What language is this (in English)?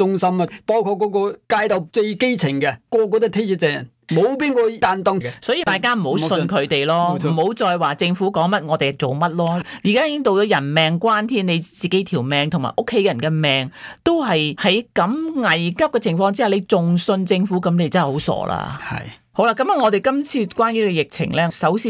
Cantonese